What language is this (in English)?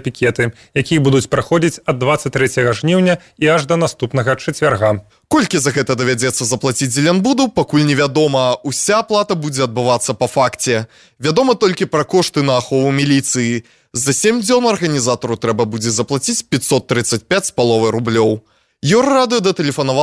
Belarusian